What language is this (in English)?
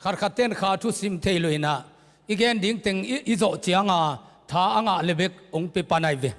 Tedim Chin